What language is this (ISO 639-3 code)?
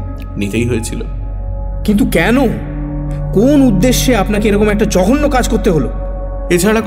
ben